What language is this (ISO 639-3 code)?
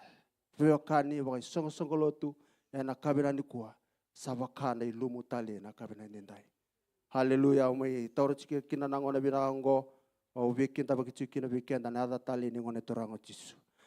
fij